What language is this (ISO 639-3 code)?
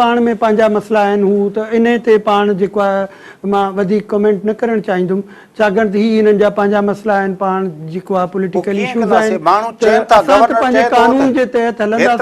snd